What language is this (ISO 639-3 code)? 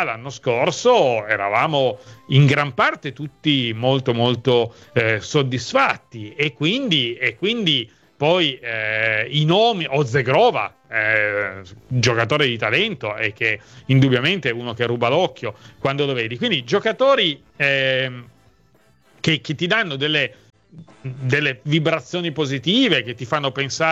ita